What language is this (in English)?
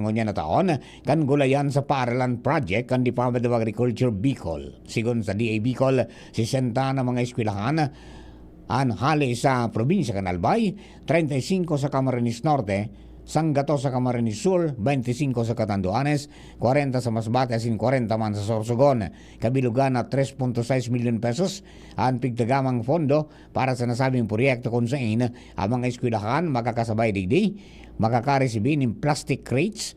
Bikol